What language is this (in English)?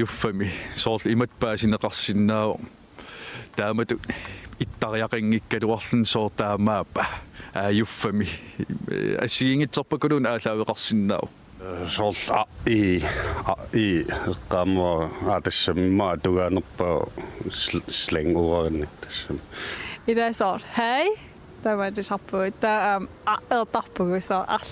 Kalaallisut